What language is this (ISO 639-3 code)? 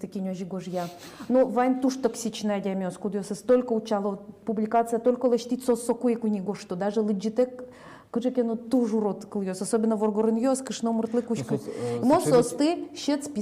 udm